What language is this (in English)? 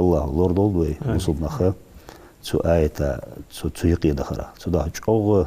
Ingush